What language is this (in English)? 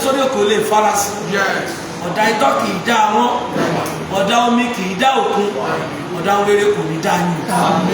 Yoruba